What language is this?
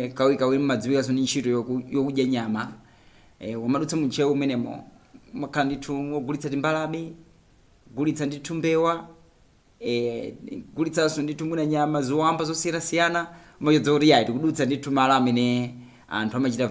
Nyanja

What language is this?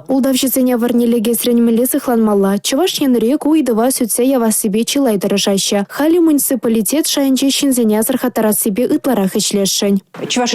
Chuvash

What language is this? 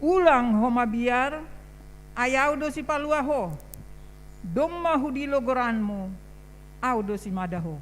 Batak Simalungun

